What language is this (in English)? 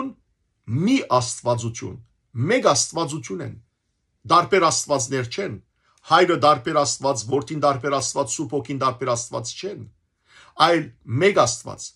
Western Armenian